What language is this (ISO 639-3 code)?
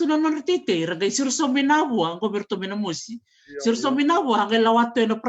fij